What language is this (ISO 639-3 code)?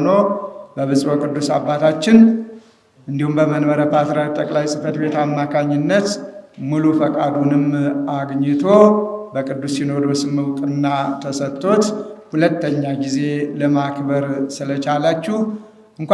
amh